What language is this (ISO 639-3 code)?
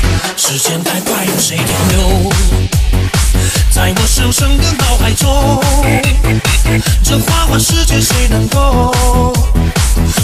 zho